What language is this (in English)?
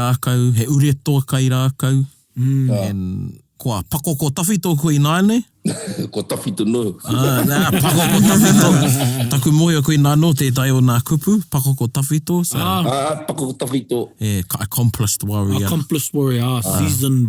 Māori